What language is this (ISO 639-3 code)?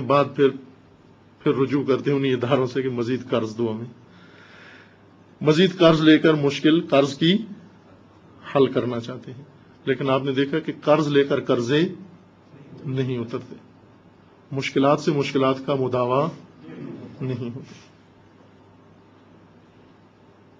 urd